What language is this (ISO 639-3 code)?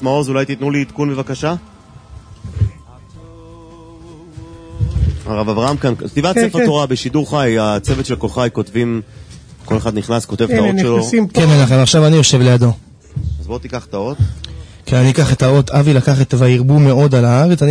heb